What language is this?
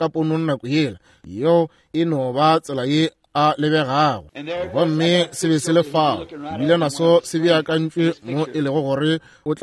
Northern Sotho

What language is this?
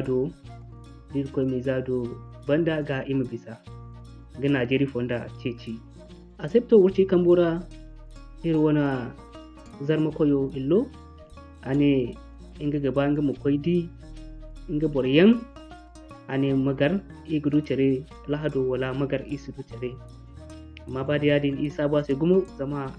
Zarma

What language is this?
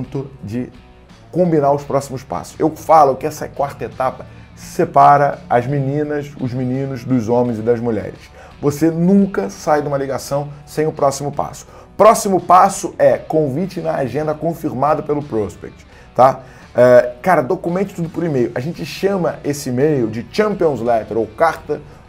Portuguese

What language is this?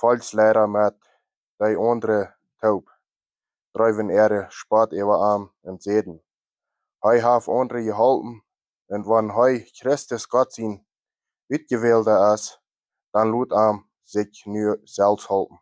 Plautdietsch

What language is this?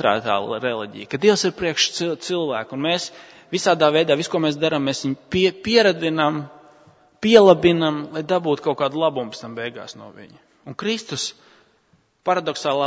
Latvian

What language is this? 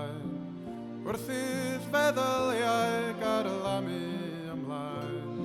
Welsh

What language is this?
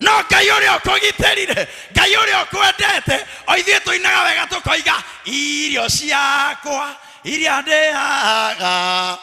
Kikuyu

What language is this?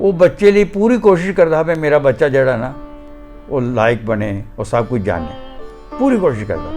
Dogri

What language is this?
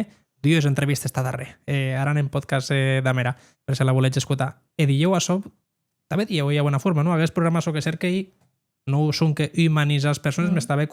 Occitan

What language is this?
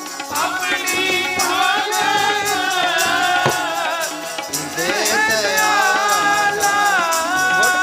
Punjabi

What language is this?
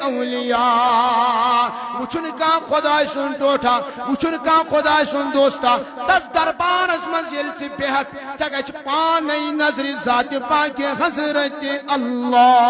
Kashmiri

